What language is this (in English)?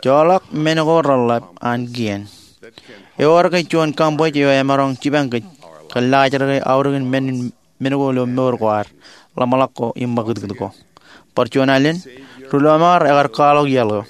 Marshallese